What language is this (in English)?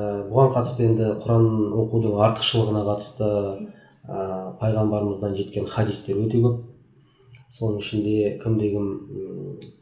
Kazakh